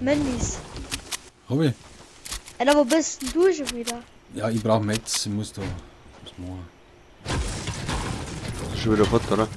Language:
Bavarian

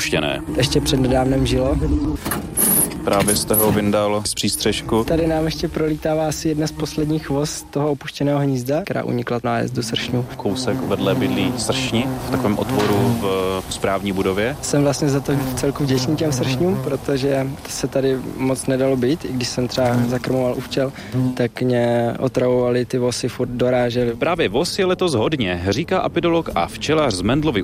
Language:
Czech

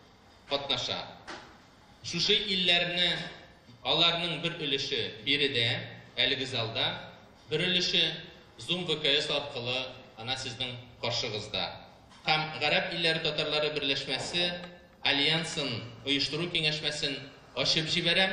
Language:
Tatar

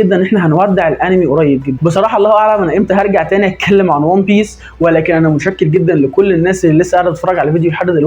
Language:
Egyptian Arabic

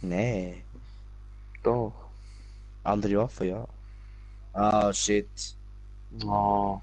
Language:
Swiss German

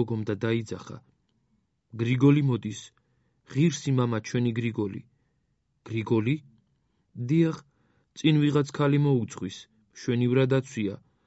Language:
Georgian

